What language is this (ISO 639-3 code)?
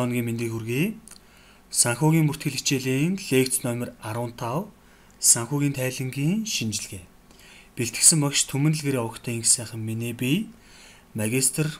mon